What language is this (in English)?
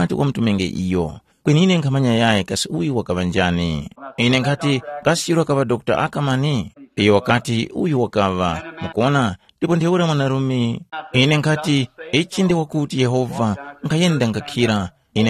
Tumbuka